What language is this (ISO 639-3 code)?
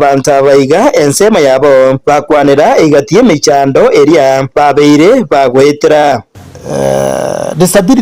guz